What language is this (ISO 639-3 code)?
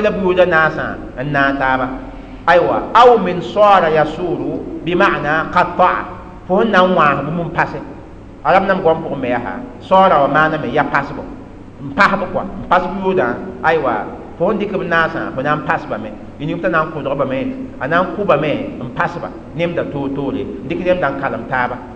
mos